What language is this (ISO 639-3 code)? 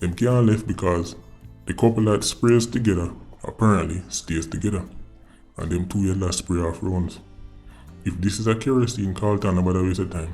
jam